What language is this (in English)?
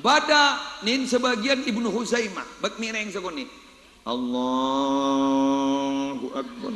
Madurese